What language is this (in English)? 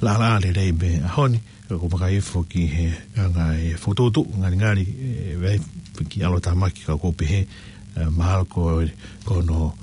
Tongan